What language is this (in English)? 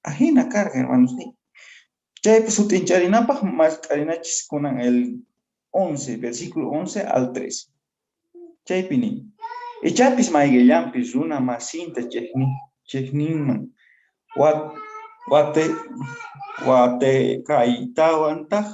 Quechua